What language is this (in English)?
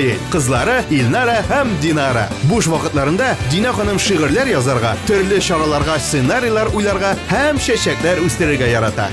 Tatar